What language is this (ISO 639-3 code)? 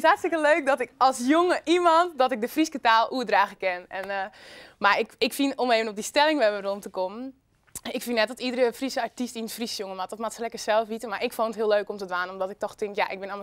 fry